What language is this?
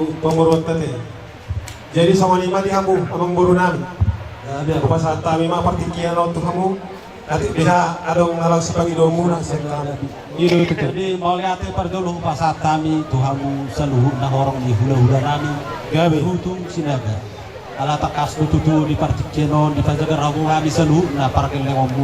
Batak Toba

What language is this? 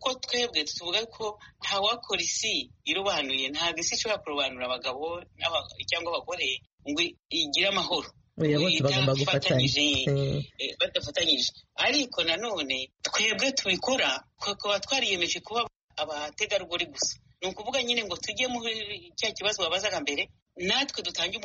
Kinyarwanda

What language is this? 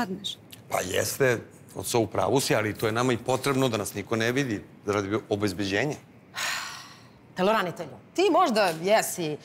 Serbian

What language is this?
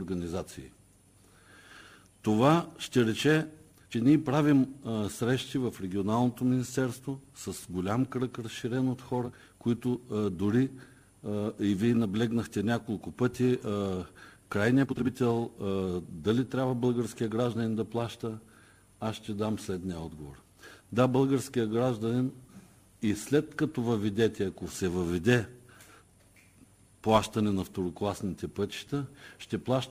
Bulgarian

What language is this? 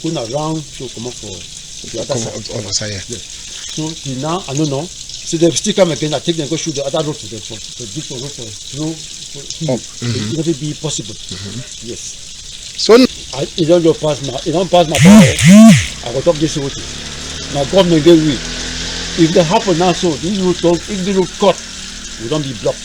Cameroon Pidgin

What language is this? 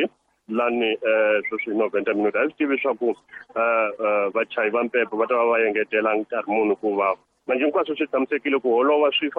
Tsonga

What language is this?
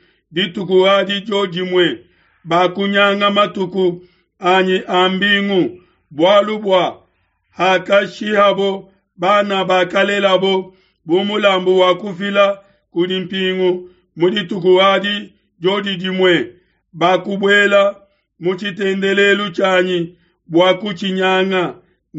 Luba-Lulua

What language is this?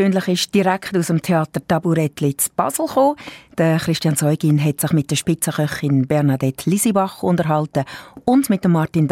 German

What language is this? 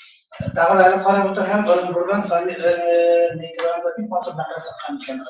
Bashkir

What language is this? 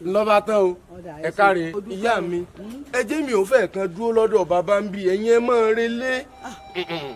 Yoruba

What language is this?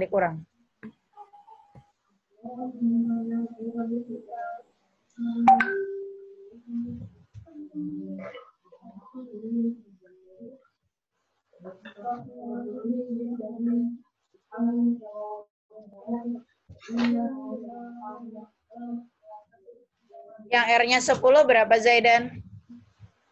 Indonesian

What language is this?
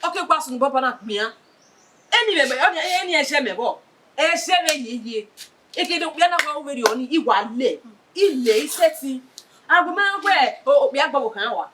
Bini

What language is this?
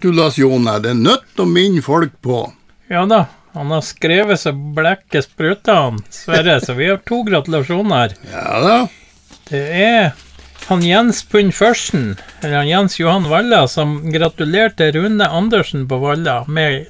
Norwegian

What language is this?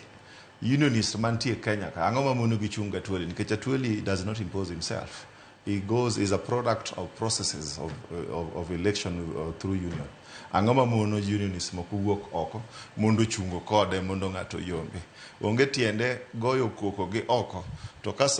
Luo (Kenya and Tanzania)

